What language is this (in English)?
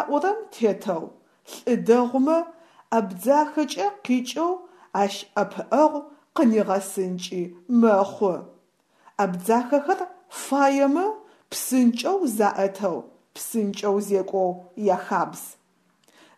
Adyghe